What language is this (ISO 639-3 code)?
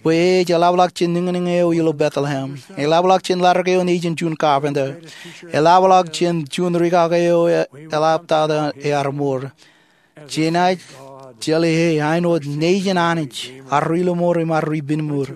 mah